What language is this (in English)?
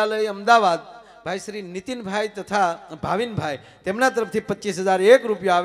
Gujarati